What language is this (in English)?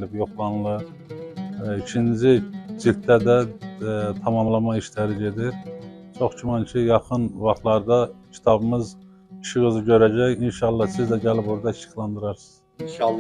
Azerbaijani